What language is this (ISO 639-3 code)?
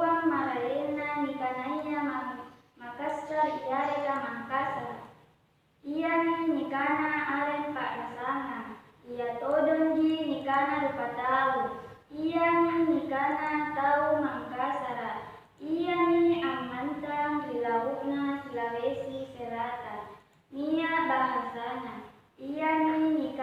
mak